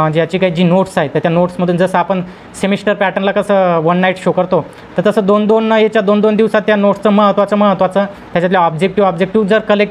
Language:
Marathi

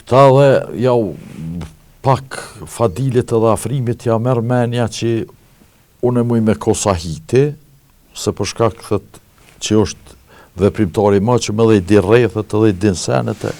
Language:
Albanian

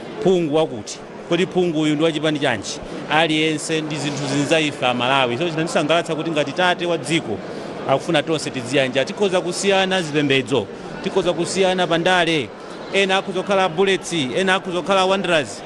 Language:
Nyanja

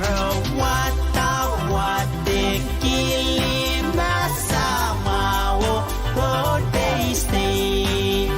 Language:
Pohnpeian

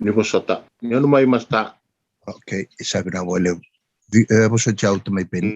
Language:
Fijian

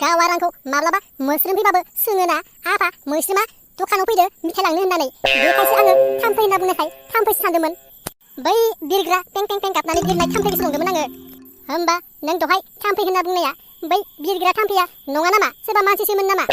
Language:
Bodo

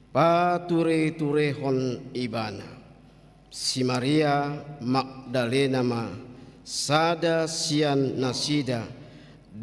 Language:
Batak Toba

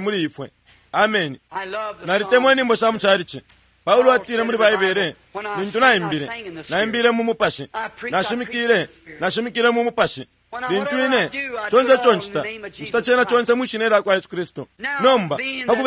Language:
Bemba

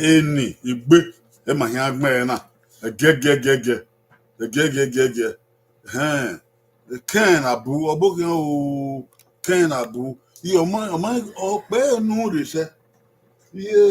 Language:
Bini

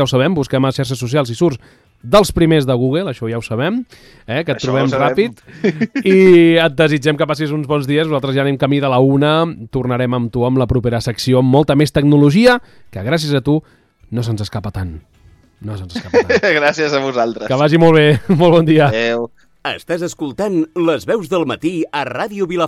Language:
Catalan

